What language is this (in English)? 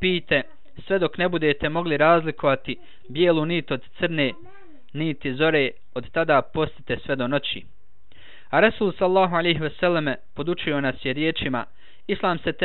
Bosnian